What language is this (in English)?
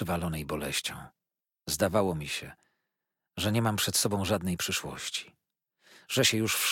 Polish